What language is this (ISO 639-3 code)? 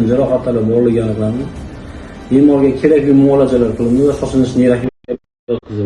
uzb